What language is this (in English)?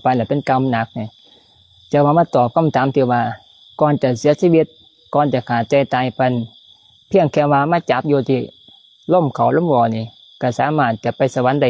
Lao